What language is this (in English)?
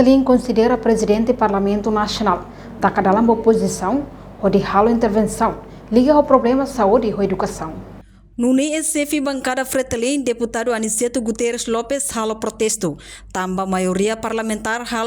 Tetum